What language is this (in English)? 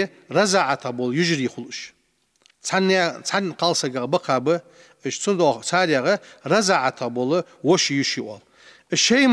Ingush